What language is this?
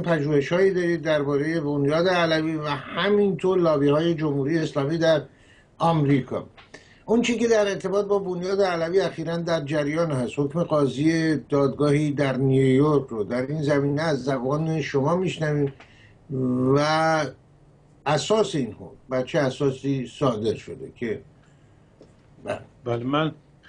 Persian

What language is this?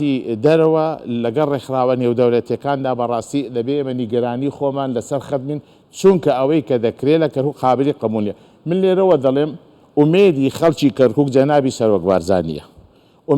Central Kurdish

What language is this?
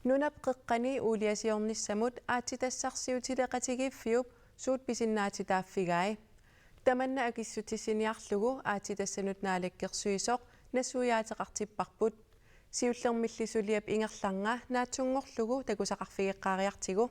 Kalaallisut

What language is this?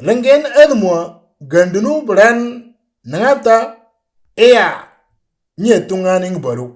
Moro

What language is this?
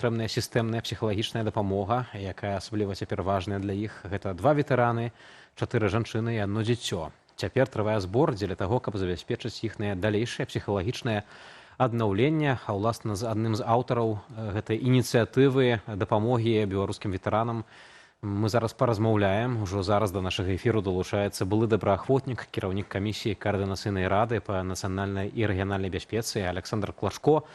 Belarusian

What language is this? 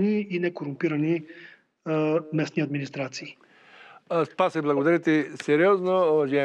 Bulgarian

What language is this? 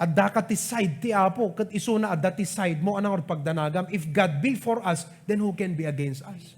Iloko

